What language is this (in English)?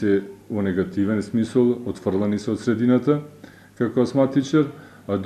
Macedonian